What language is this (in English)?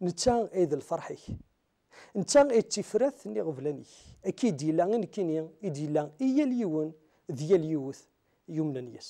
Kabyle